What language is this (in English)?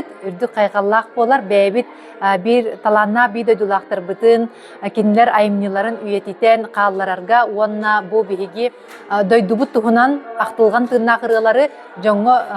Yakut